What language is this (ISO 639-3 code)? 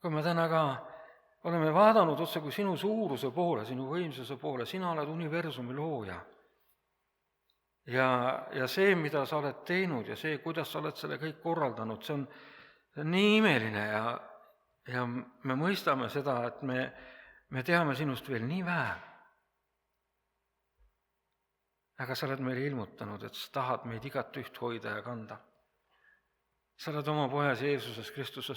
est